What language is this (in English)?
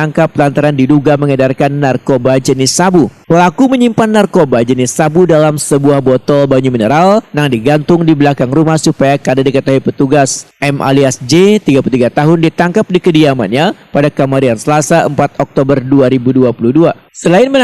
Banjar